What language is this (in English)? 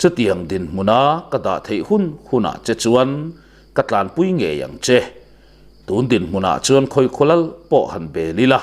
Mizo